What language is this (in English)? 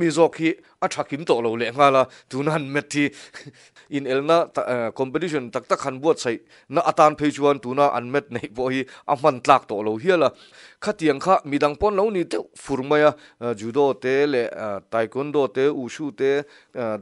Mizo